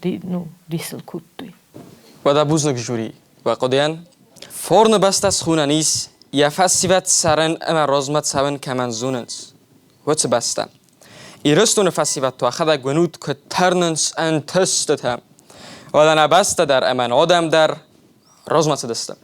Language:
Ossetic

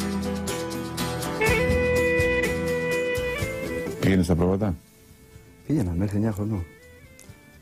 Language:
Greek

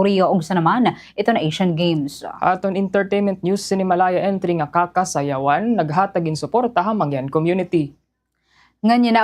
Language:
Waray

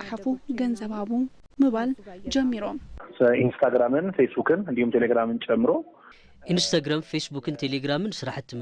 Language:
Tigrinya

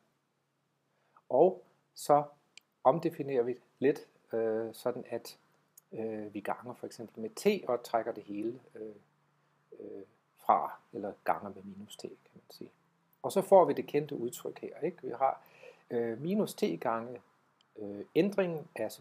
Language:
Danish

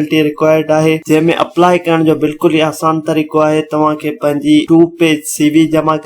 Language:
Sindhi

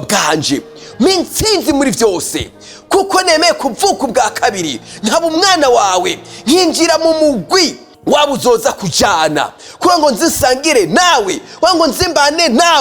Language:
Rundi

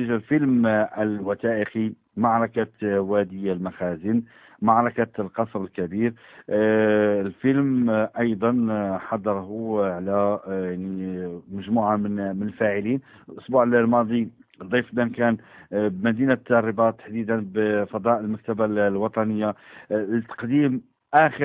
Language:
Arabic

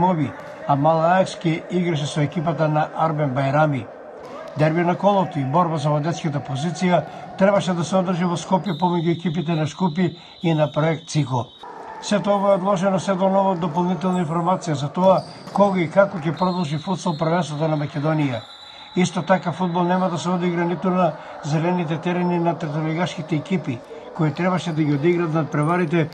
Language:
Macedonian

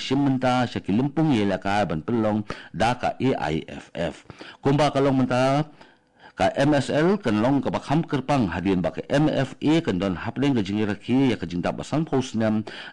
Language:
Khasi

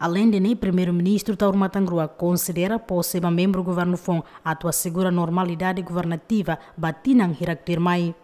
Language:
Tetum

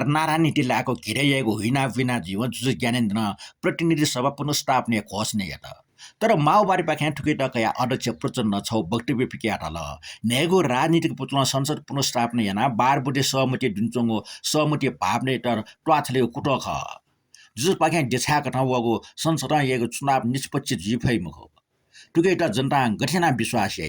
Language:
Newari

